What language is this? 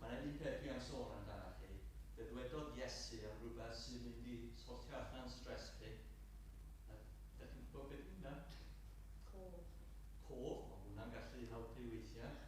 Welsh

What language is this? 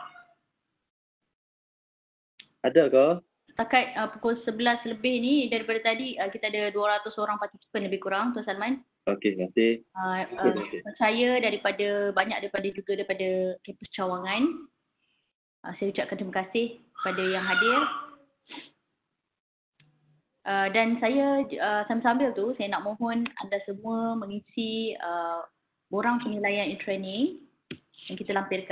Malay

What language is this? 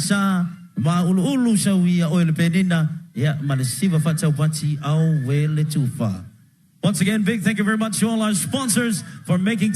Samoan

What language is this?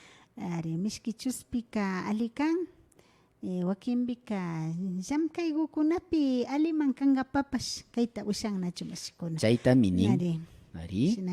Imbabura Highland Quichua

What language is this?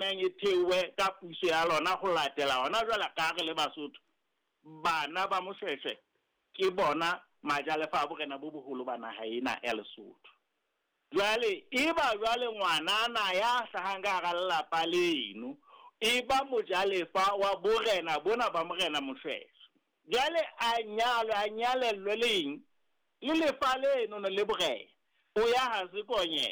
Southern Sotho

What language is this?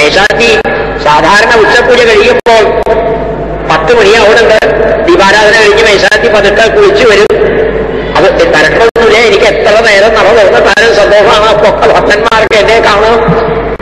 Malayalam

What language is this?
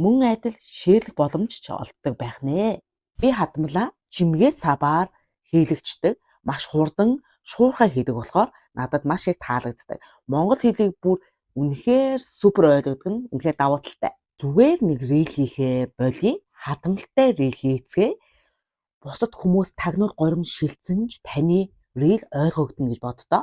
Mongolian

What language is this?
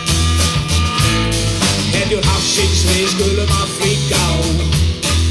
Icelandic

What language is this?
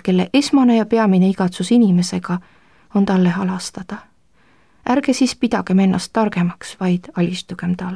Estonian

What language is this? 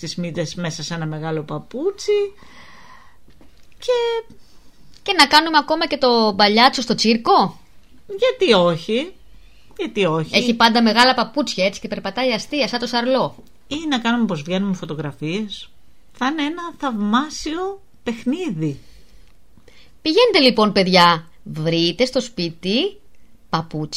Greek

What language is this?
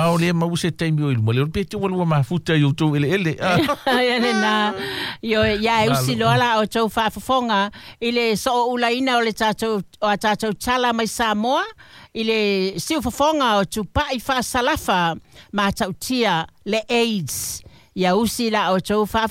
Samoan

